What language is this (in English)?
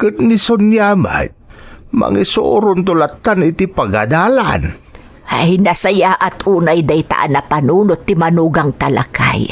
Iloko